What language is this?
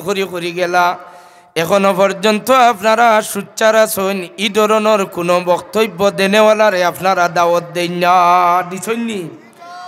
Sylheti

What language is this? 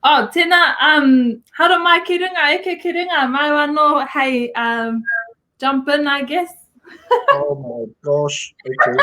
Māori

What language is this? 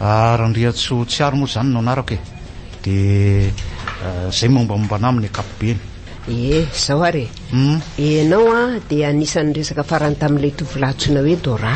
Malagasy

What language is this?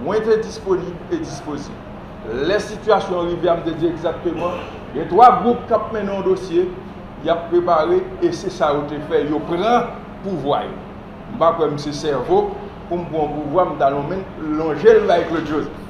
Haitian Creole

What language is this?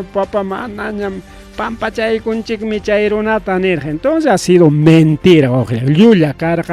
Ayacucho Quechua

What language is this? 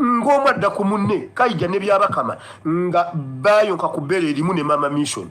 Ganda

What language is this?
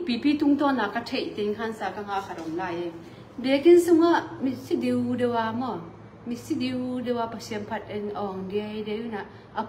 Tedim Chin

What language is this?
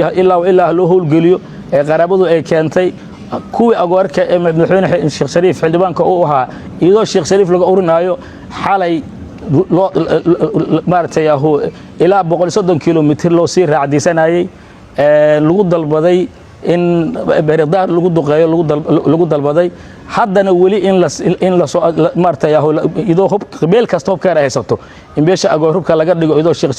Somali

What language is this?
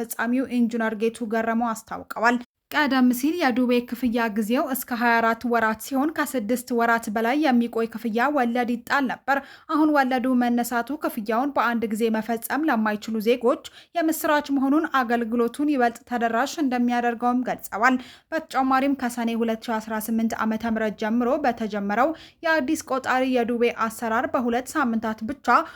Amharic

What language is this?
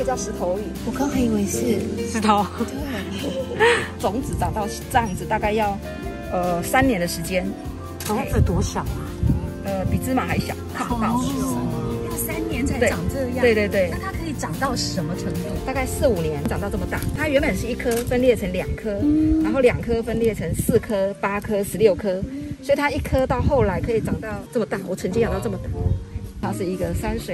Chinese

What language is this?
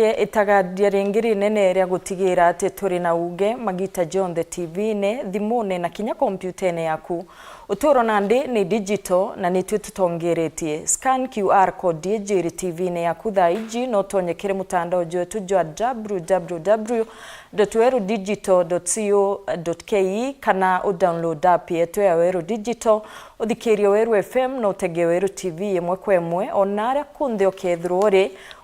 Meru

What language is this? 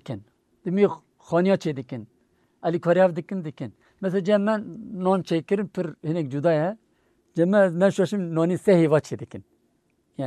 Kurdish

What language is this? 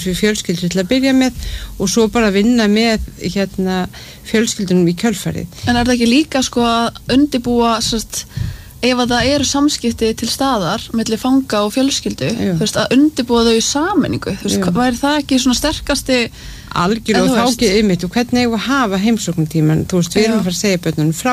Icelandic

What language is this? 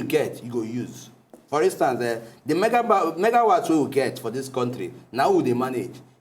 Nigerian Pidgin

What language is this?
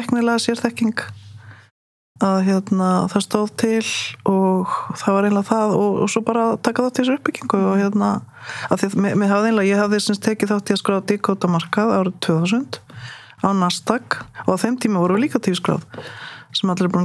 Icelandic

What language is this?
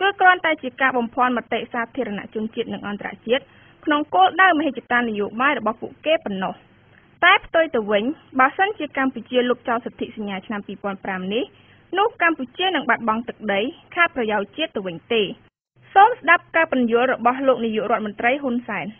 Khmer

